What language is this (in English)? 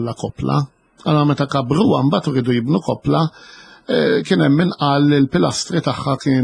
Maltese